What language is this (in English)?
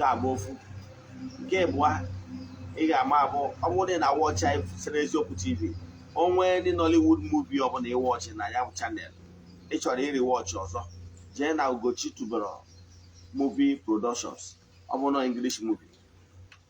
Igbo